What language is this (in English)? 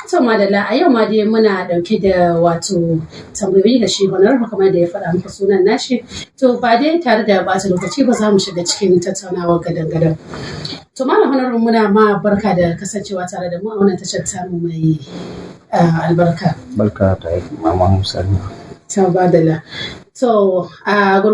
Hausa